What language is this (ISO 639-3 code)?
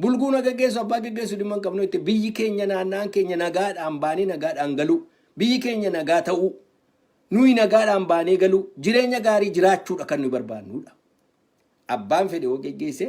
orm